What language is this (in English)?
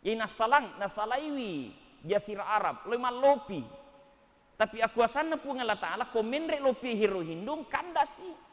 Buginese